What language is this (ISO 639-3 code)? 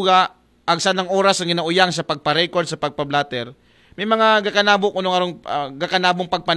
akl